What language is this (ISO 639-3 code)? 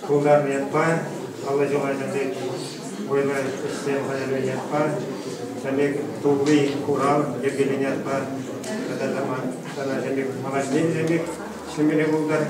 chv